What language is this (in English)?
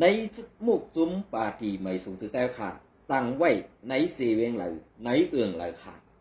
Shan